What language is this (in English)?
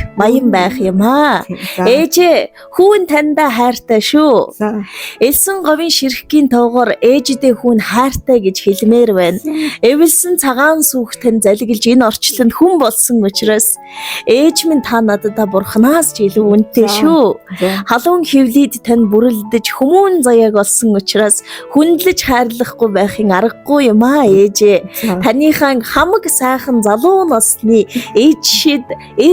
Mongolian